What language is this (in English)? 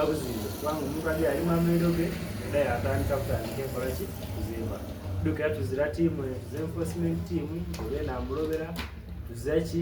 Soga